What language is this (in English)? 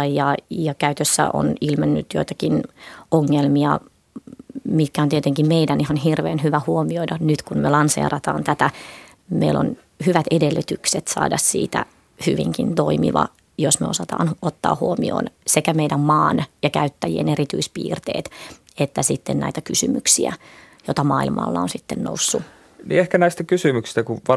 Finnish